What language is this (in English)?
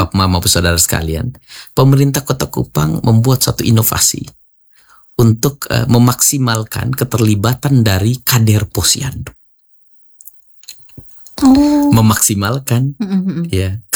Indonesian